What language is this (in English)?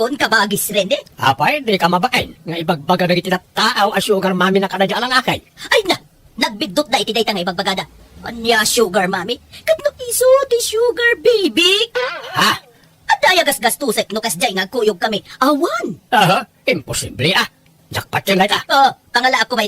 Iloko